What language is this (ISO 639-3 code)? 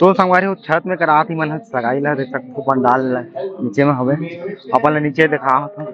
hne